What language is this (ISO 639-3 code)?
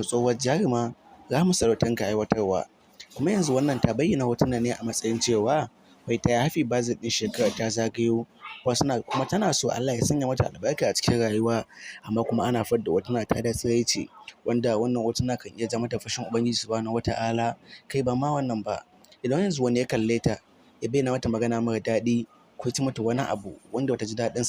hau